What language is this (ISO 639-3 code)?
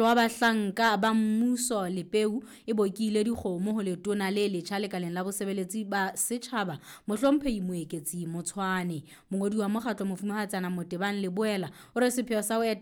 sot